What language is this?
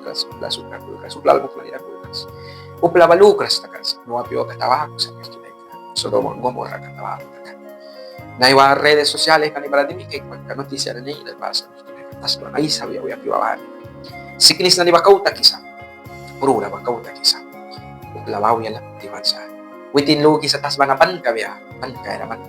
Mískito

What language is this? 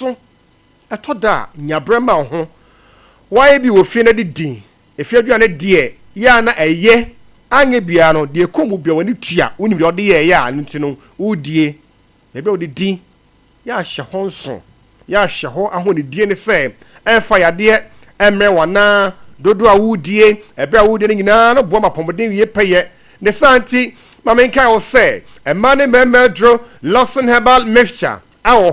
Akan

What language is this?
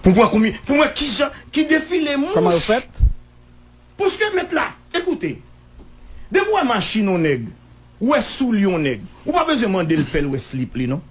Haitian Creole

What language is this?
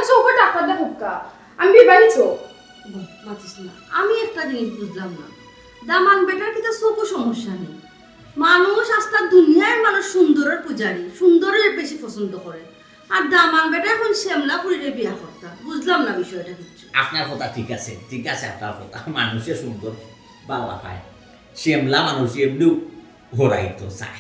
Sylheti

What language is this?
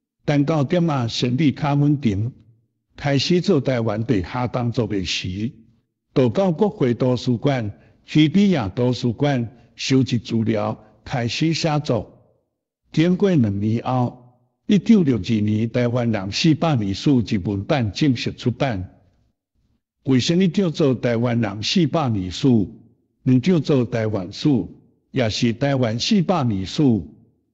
Min Nan Chinese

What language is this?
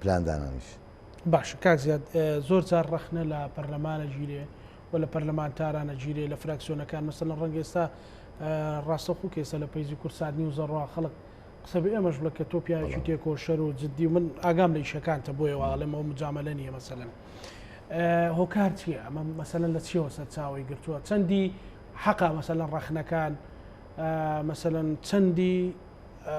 Central Kurdish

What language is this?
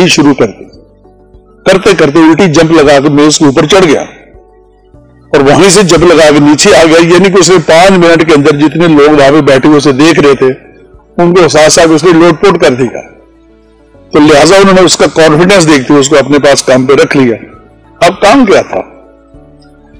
Hindi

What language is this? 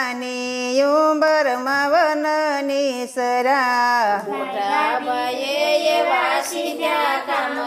Gujarati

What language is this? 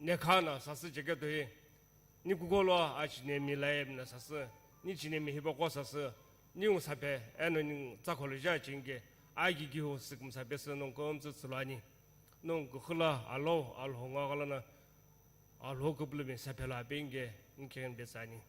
Sumi Naga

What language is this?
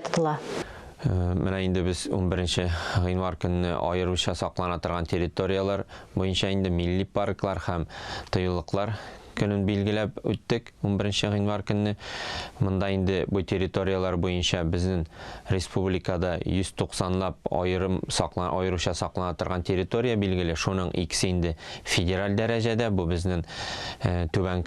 Tatar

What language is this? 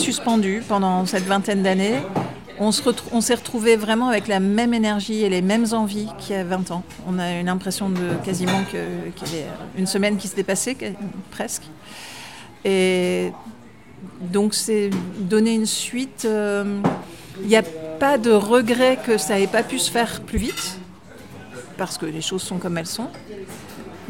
French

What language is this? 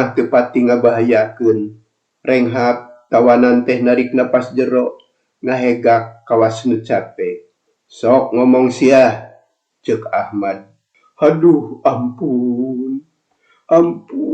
Sundanese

